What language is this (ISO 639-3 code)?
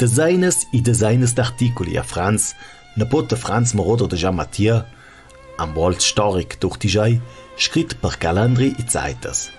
lld